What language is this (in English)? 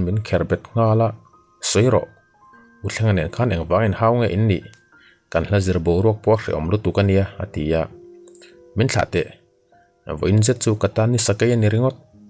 Mizo